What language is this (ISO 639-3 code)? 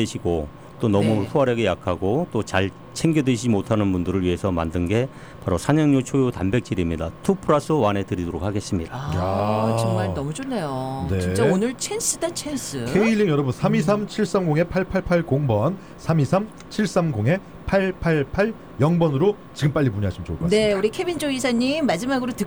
kor